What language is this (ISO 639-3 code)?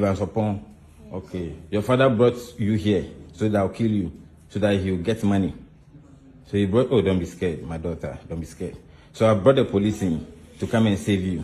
pcm